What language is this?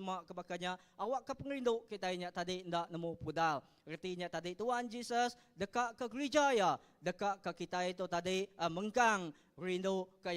Iban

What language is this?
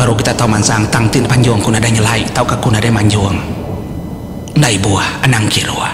Iban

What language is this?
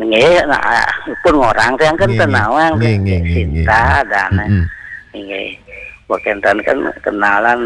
Balinese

